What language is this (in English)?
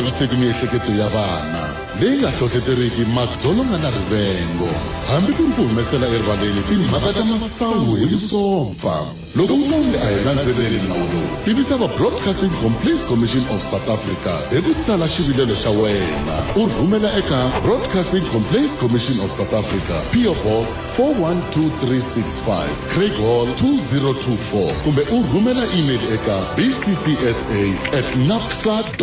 Tsonga